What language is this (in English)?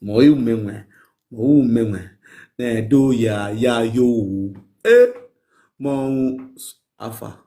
Nigerian Pidgin